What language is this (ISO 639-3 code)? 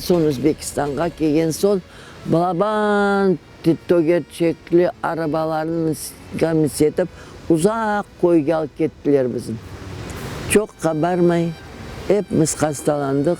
crh